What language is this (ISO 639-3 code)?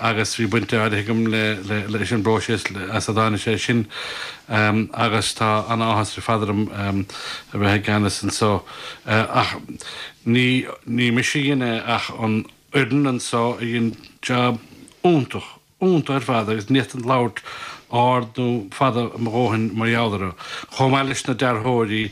gle